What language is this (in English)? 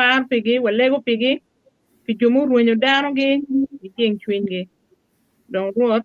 Acoli